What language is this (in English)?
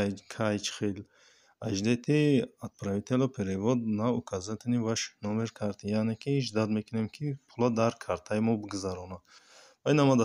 Tajik